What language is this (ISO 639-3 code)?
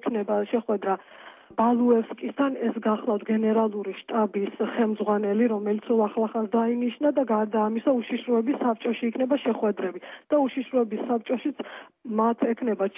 kat